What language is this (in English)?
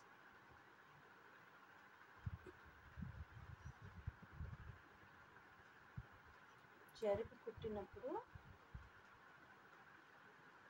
Telugu